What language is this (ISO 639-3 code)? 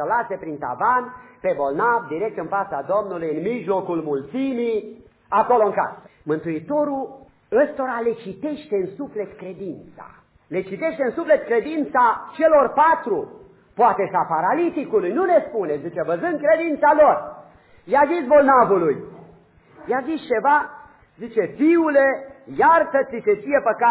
ron